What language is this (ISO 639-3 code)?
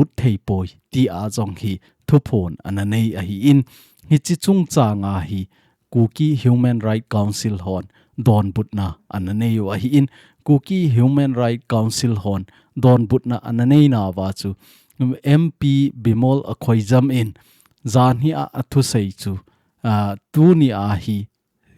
tcz